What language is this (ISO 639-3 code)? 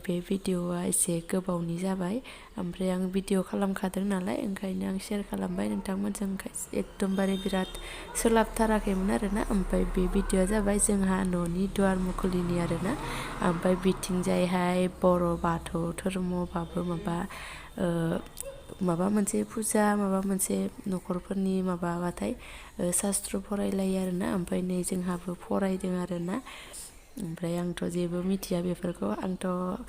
brx